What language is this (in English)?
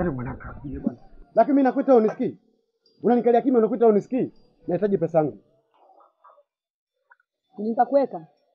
Swahili